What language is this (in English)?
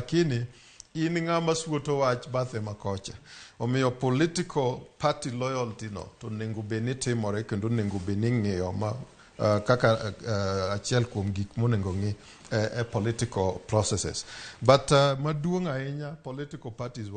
Luo (Kenya and Tanzania)